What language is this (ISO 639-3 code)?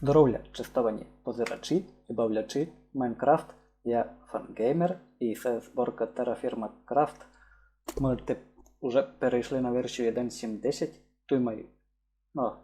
rue